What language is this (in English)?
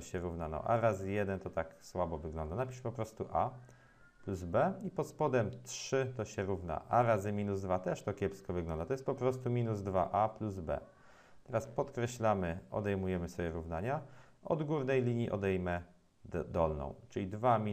Polish